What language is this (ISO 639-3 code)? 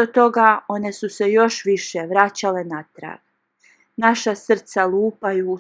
bos